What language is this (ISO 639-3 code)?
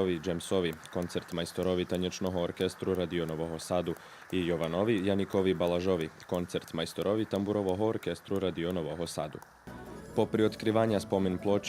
rue